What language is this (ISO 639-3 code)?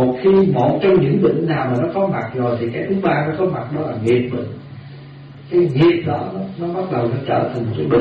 vie